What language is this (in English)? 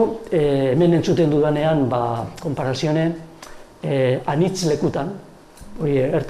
Basque